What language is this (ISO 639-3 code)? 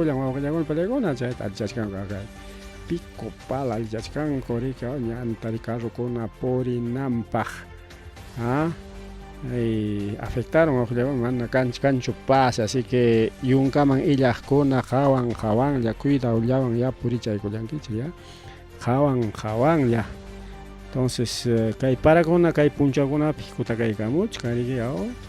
quy